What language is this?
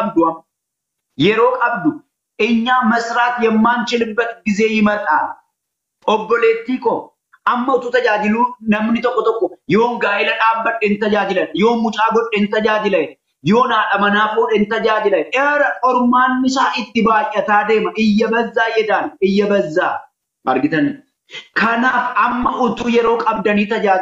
Oromo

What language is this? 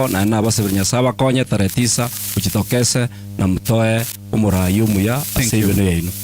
Gusii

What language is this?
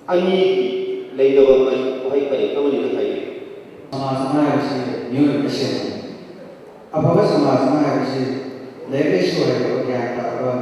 Manipuri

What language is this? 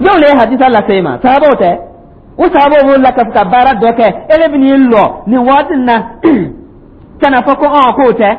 Dyula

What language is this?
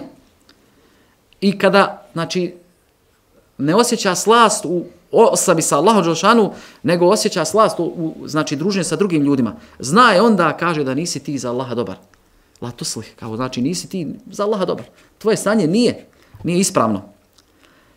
Bosnian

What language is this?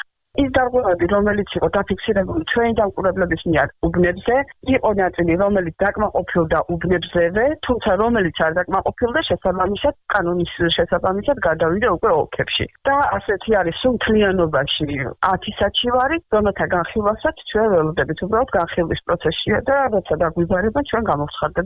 Georgian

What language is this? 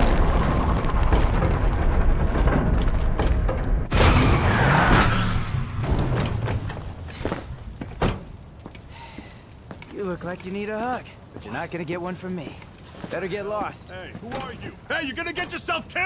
English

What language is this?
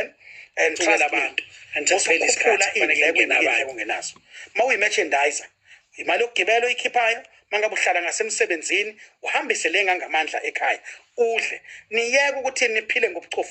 Zulu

